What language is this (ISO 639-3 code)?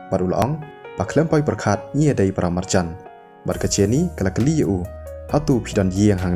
kha